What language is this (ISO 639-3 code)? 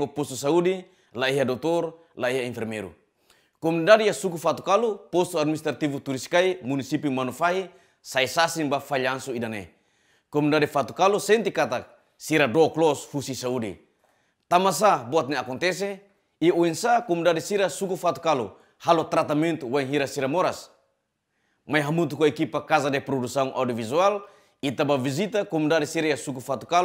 tet